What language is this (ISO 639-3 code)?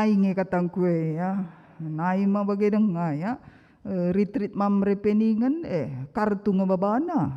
btx